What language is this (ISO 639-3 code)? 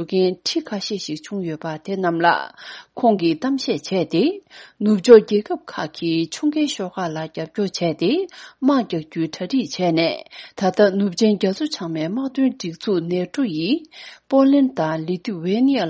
bod